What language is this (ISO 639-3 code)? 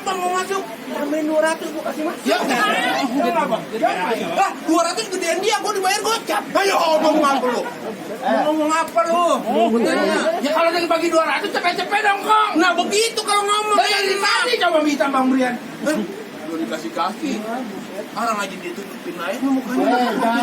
bew